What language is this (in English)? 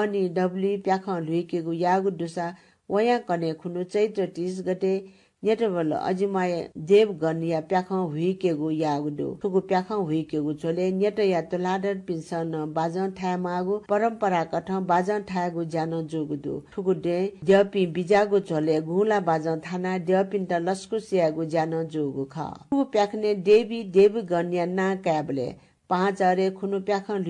Newari